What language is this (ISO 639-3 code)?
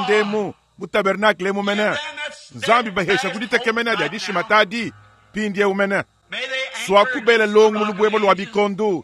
lua